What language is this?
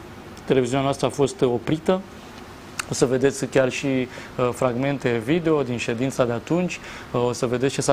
Romanian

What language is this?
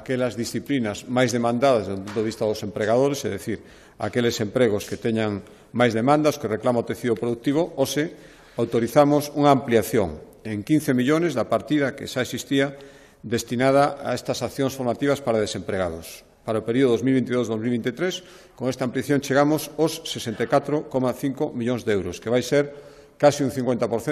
Galician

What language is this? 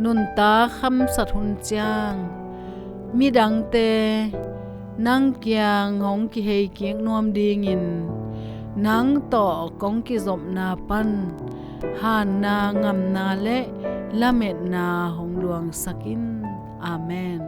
Tedim Chin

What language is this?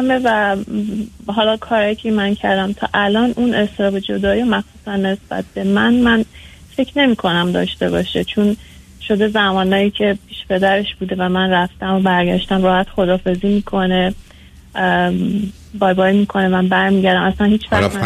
Persian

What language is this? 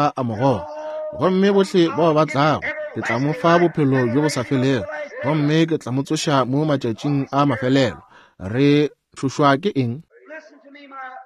Northern Sotho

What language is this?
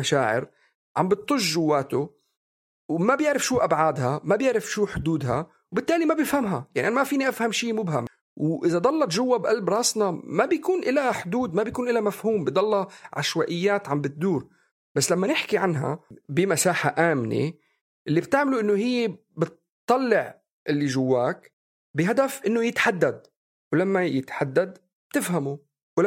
North Levantine Arabic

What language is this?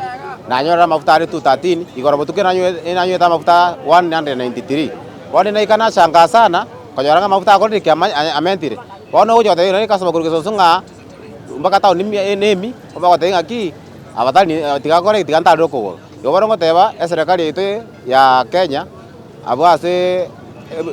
Gusii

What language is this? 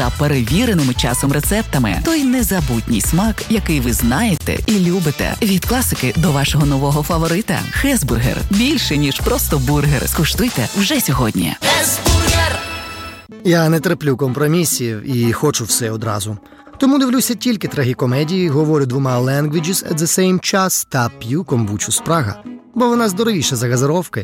Ukrainian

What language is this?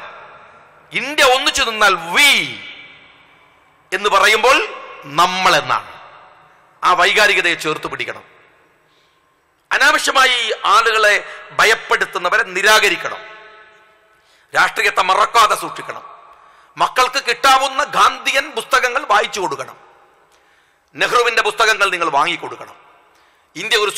Malayalam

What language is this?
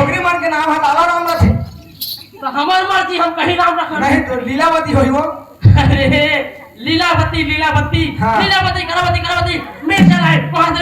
Chhattisgarhi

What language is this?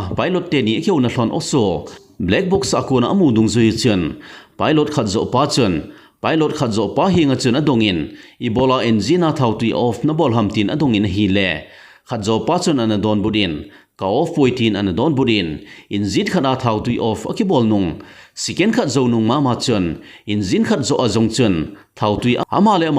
Thado Chin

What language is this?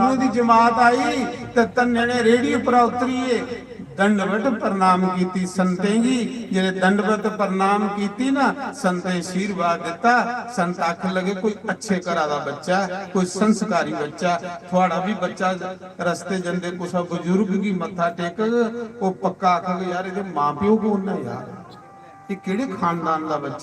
Dogri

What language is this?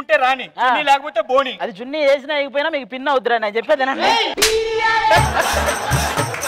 Telugu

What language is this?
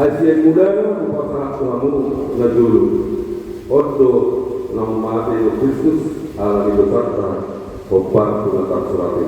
Batak Toba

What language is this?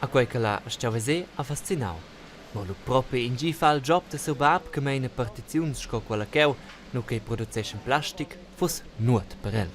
Romansh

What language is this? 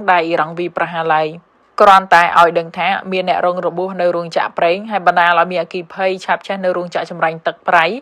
Khmer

